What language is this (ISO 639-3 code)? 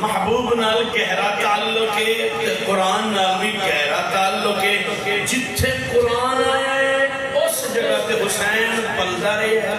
skr